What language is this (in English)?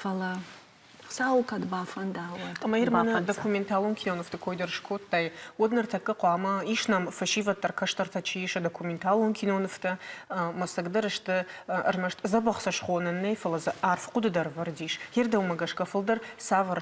Ossetic